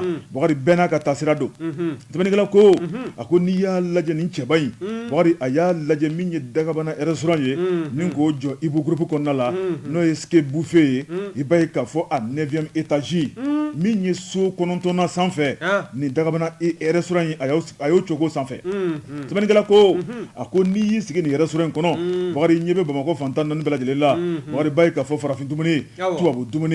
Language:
Bambara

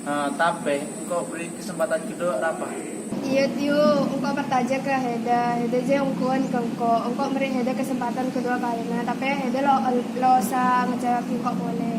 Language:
Madurese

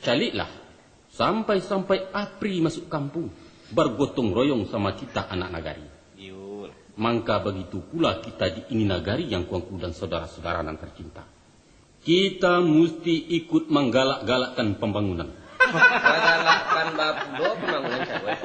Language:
Minangkabau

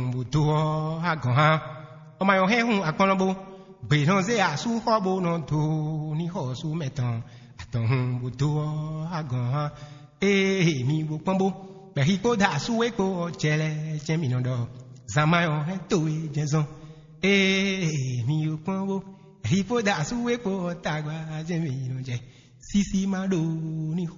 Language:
Fon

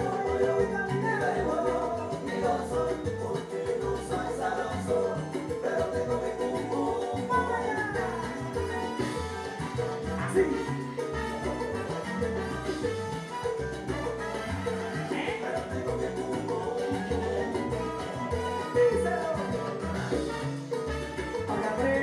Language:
Spanish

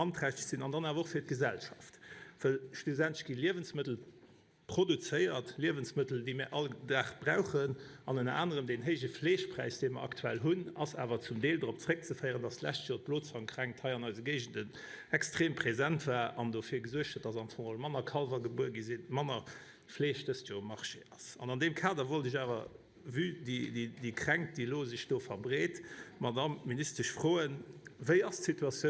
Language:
Luxembourgish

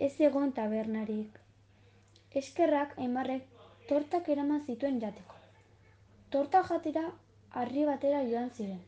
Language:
Basque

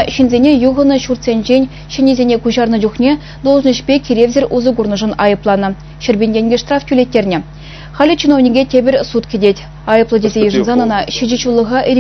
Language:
Chuvash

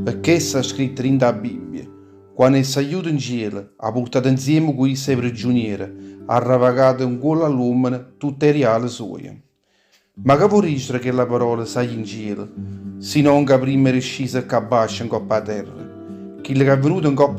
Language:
Neapolitan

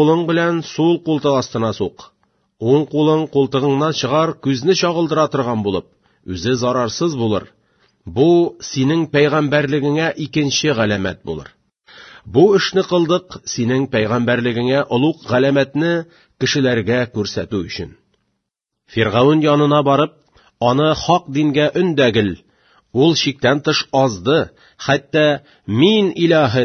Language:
Tatar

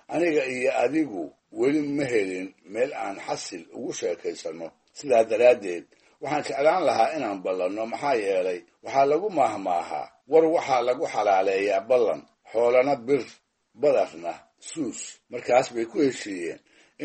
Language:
Somali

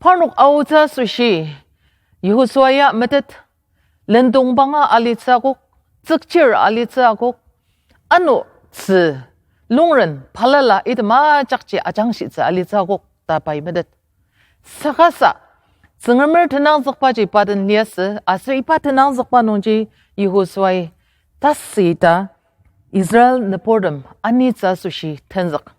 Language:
Ao Naga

